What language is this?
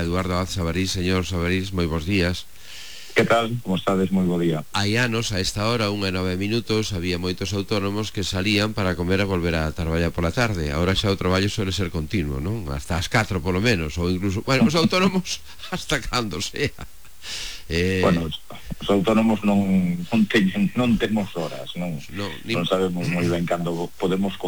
Galician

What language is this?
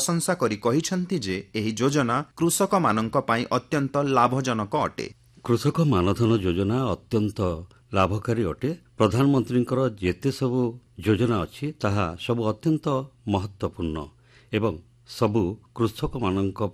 Odia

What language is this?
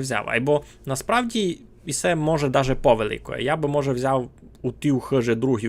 Rusyn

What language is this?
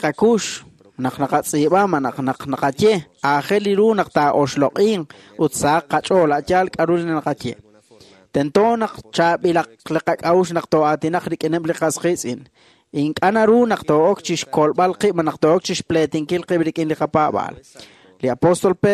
Kekchí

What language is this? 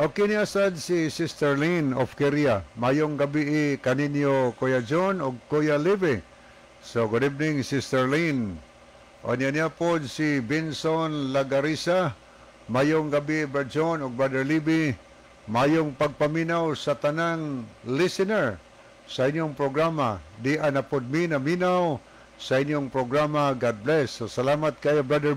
Cebuano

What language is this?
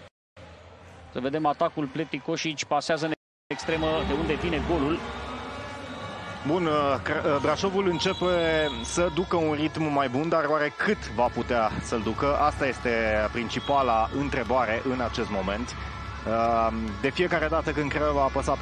Romanian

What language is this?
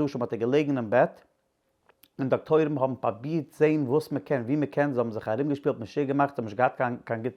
Yiddish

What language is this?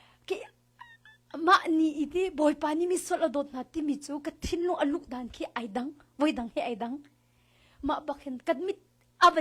Hakha Chin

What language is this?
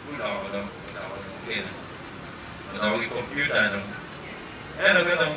Acoli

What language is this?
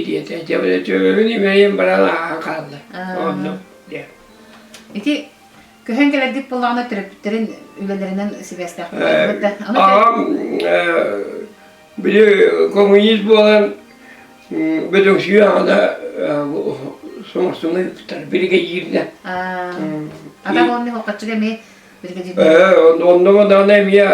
Yakut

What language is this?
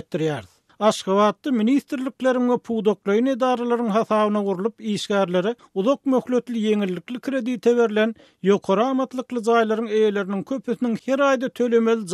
Turkmen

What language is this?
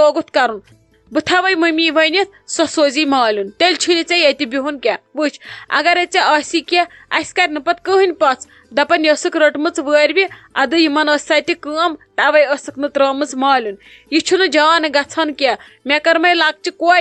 Kashmiri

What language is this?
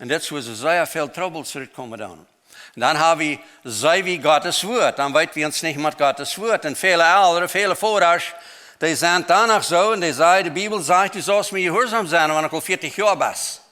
Plautdietsch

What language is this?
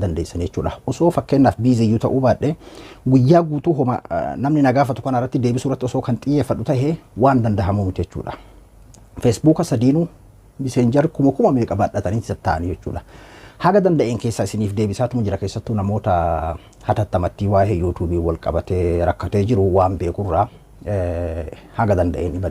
Oromo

